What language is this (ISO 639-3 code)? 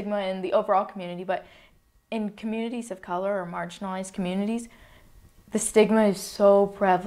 eng